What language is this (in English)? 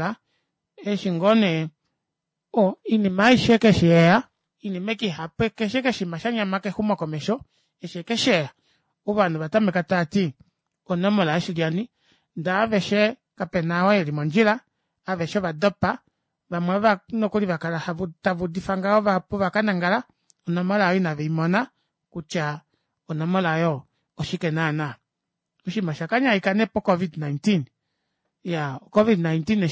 Kuanyama